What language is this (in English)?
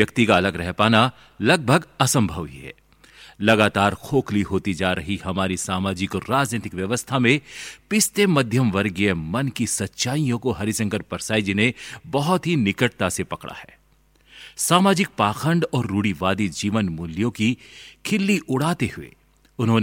Hindi